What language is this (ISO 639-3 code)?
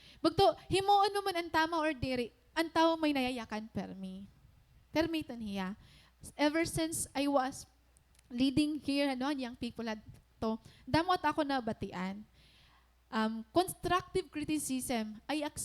war